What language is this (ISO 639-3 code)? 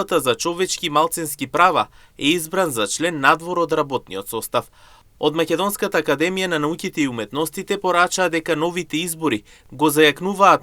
mkd